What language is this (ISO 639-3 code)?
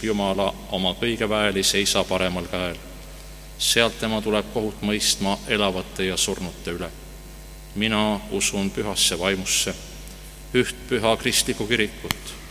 est